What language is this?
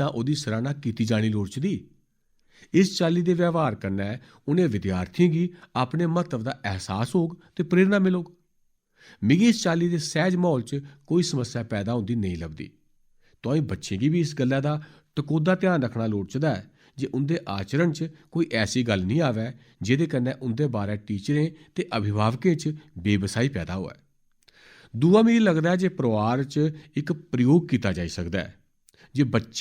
Dogri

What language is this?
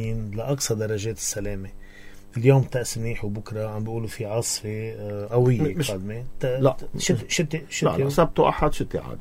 North Levantine Arabic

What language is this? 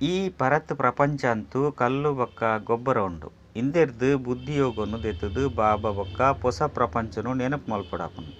Tulu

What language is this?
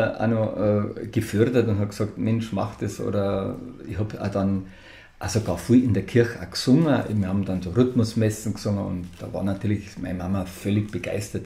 Bavarian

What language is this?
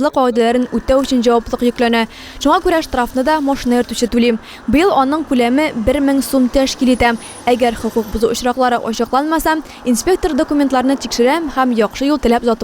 Tatar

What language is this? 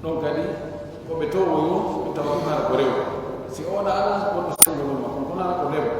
Pular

